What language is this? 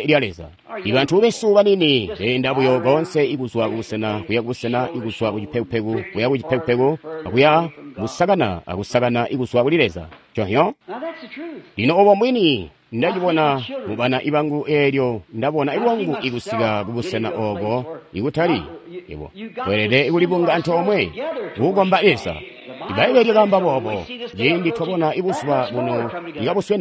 Tonga (Zambia)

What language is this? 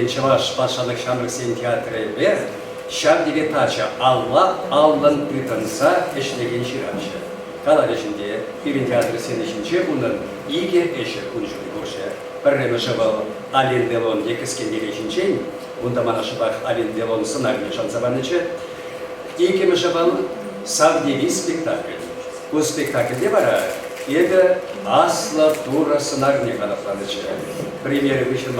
Chuvash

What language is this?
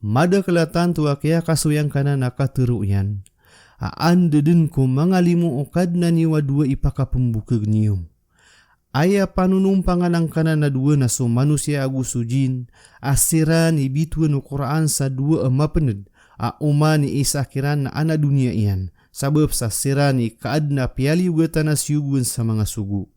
Maranao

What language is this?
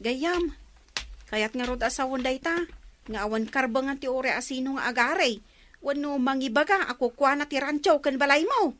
Iloko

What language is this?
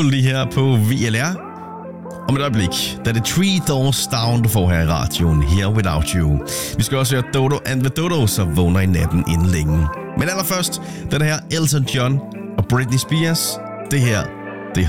Danish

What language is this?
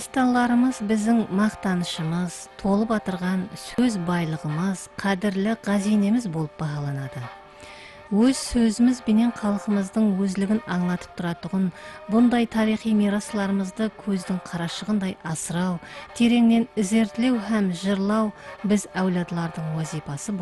Kara-Kalpak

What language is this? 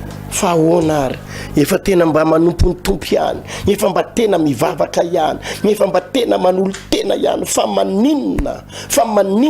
Malagasy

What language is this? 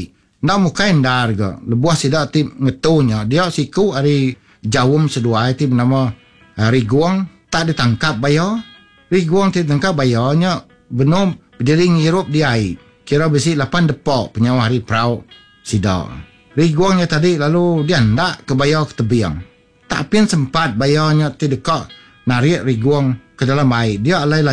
Iban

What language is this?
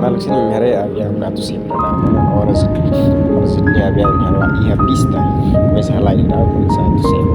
Tetum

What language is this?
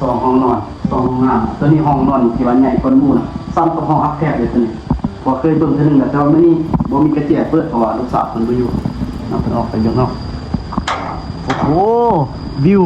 Lao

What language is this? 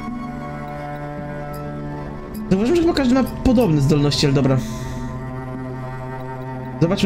Polish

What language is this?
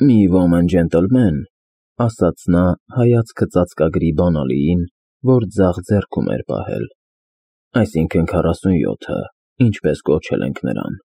Armenian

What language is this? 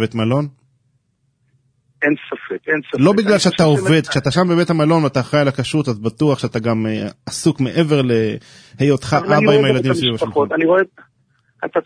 Hebrew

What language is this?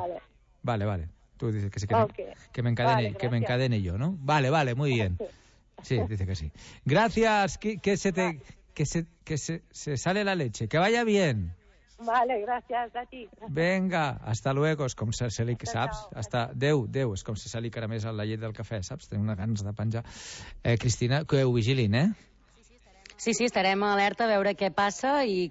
Catalan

